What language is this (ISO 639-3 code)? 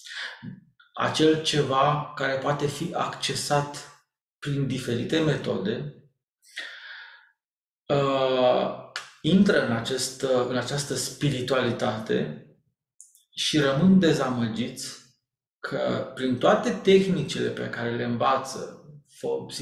ron